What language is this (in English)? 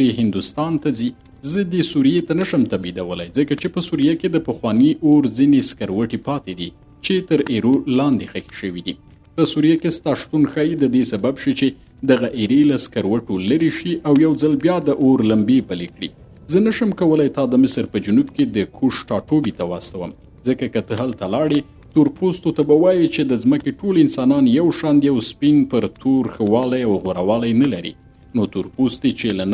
Pashto